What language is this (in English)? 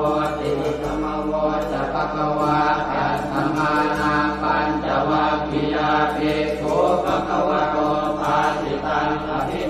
Pali